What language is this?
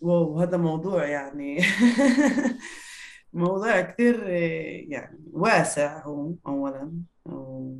North Levantine Arabic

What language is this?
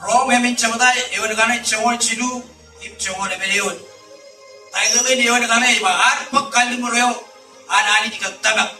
Marshallese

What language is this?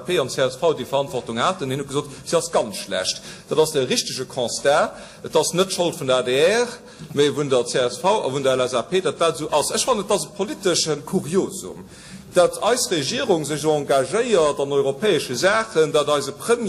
Luxembourgish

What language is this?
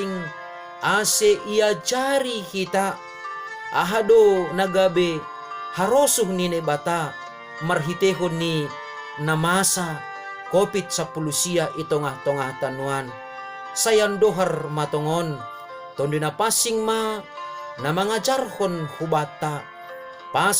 Batak Simalungun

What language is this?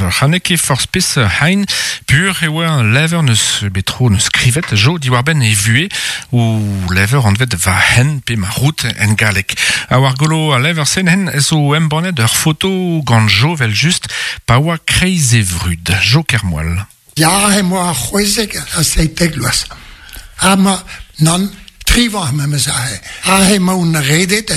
Breton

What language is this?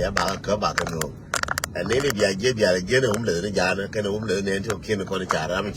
Nuer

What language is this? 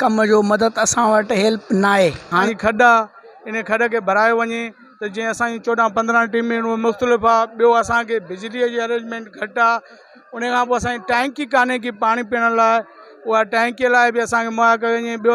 Sindhi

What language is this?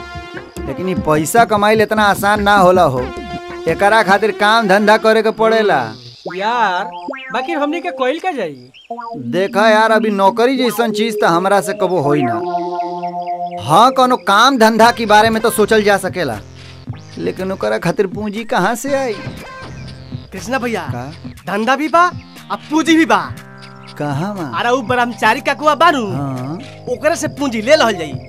Bhojpuri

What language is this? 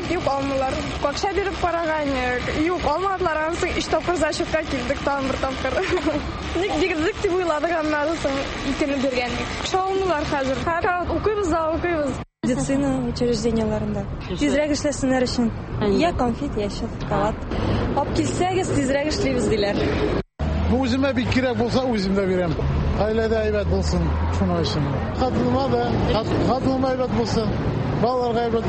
Tatar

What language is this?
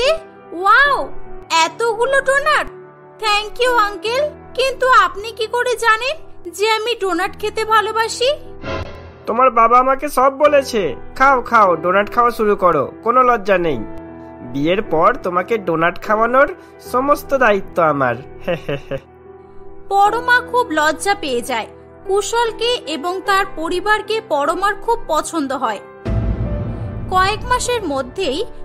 Bangla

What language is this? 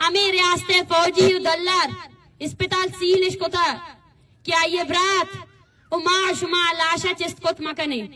Baluchi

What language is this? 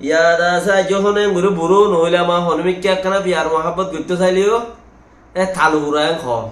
Rohingya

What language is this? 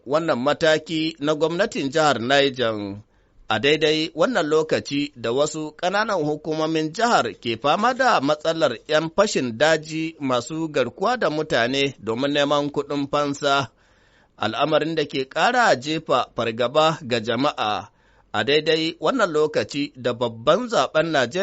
Hausa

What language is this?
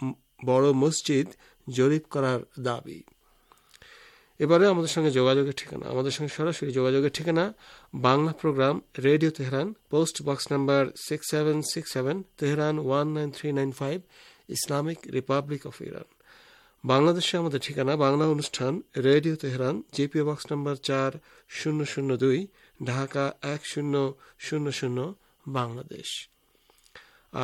Bangla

